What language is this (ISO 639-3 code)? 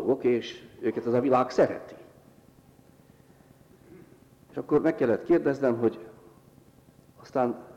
hun